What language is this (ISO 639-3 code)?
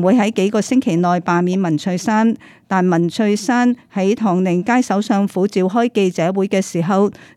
yue